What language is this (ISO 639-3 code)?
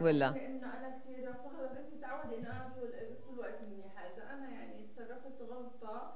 apc